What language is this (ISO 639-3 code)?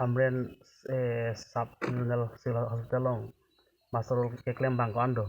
mjw